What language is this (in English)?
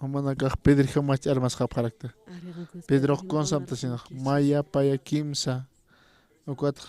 Aymara